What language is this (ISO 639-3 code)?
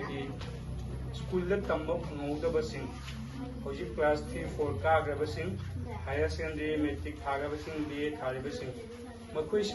mni